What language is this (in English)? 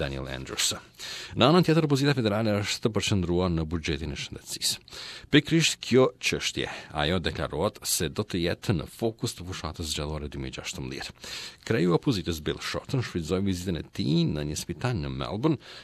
Albanian